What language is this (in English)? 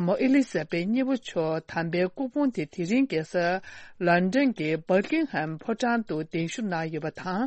Tibetan